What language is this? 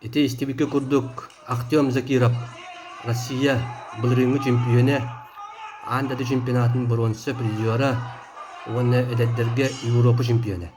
Yakut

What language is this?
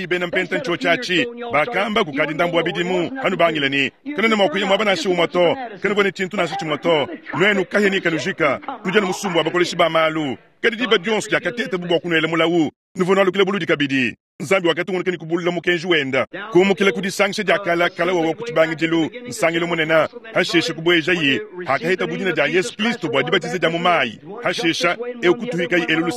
Luba-Lulua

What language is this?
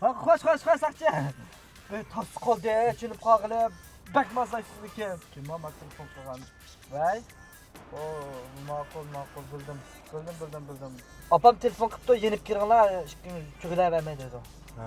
Uyghur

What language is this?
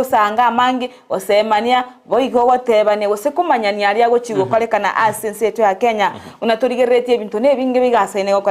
Gusii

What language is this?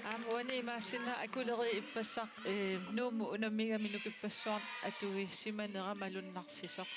Kalaallisut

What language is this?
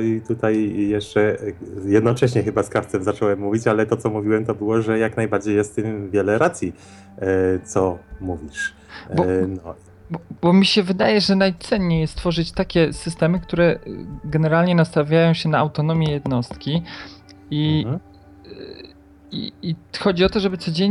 Polish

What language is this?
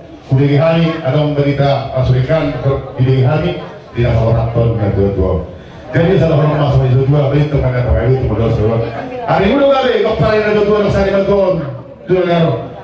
Batak Toba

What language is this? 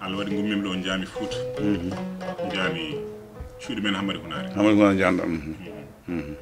Fula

